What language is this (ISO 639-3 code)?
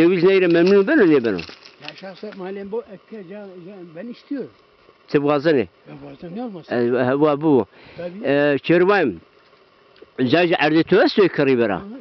zza